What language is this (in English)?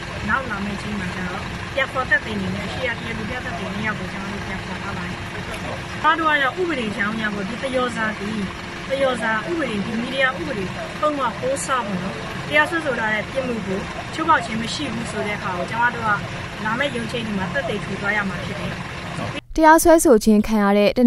Burmese